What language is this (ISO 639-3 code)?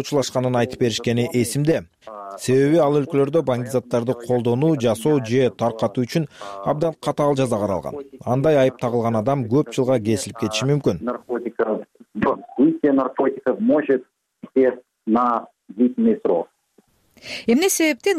kir